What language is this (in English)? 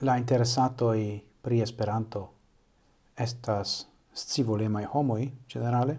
Esperanto